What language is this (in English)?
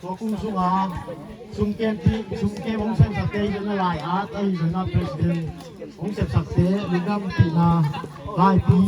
Tedim Chin